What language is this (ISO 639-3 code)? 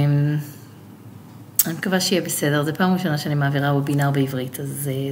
heb